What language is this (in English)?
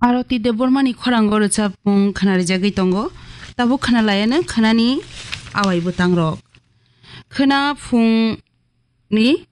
Kok Borok